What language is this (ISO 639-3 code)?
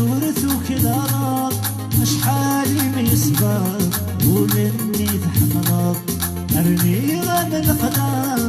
kab